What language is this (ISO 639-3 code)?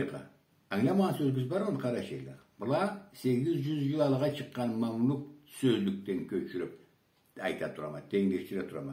krc